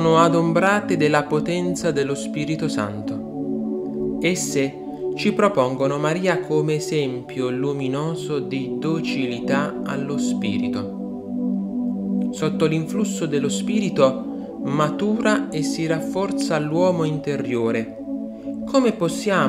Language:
Italian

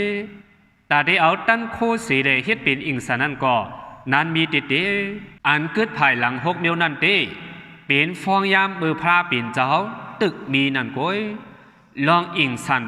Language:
Shan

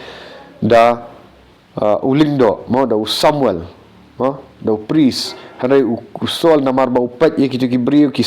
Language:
Khasi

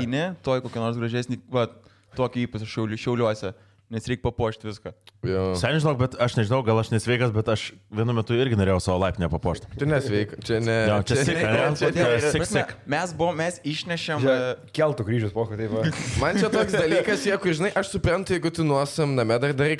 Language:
Lithuanian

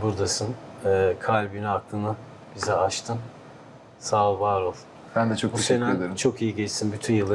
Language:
Turkish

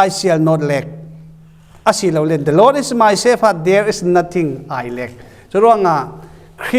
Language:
Falam Chin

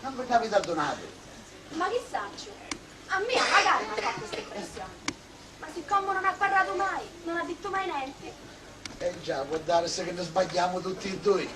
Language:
Sicilian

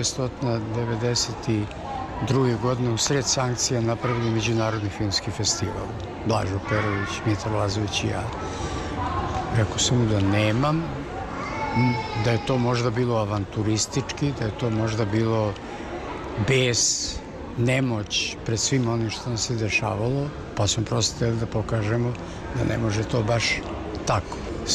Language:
Serbian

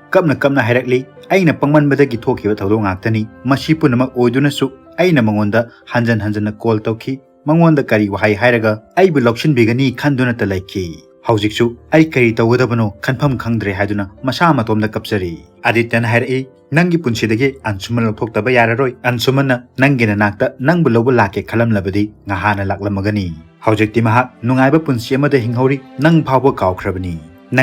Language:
Manipuri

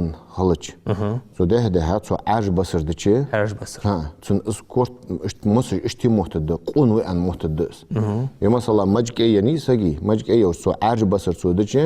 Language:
Ingush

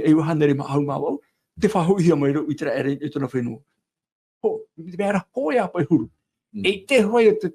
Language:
Tahitian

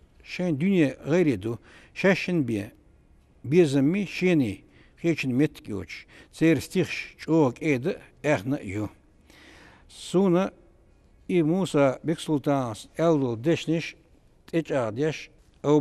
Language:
Chechen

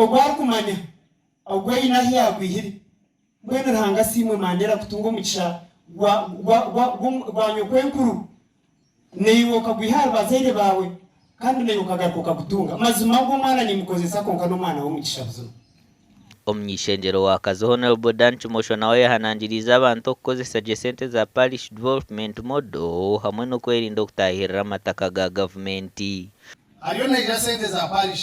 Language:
Nyankole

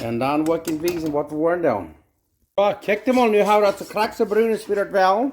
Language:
Plautdietsch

